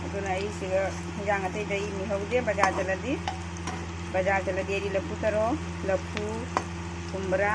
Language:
Manipuri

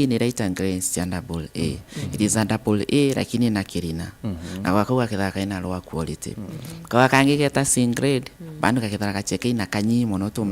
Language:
Meru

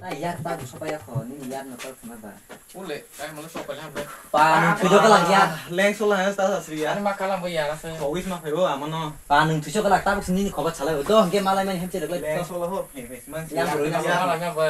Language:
Kok Borok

